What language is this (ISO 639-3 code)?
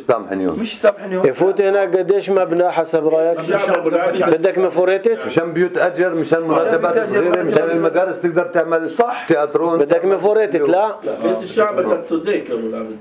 apc